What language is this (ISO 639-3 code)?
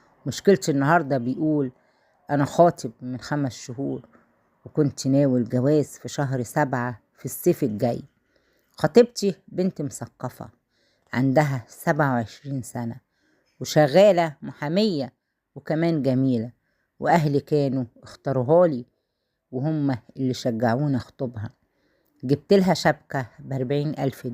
arz